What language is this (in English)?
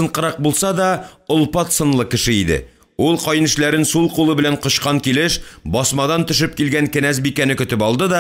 Tatar